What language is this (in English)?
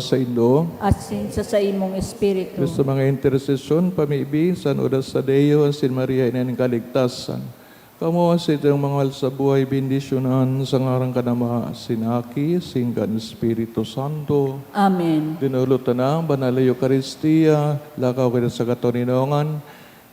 Bikol